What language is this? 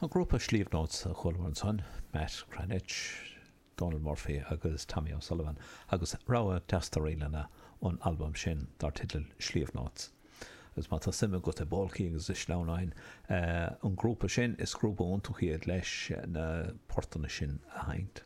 Irish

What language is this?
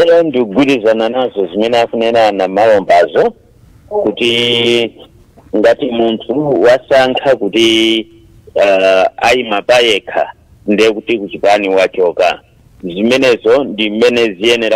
Nyanja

